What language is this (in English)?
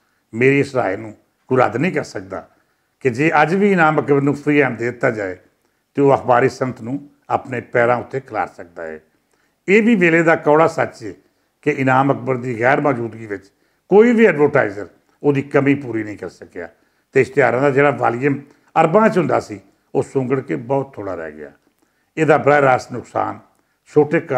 Western Panjabi